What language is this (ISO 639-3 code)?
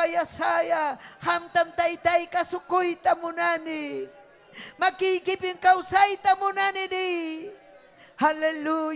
quy